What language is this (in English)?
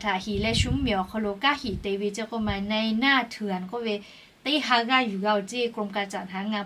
Lahu